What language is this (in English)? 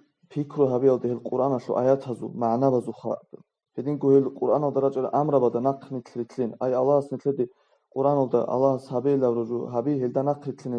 Avaric